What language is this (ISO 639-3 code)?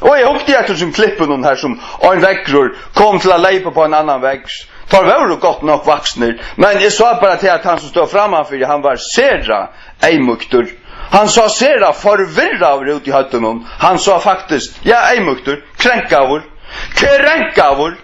fao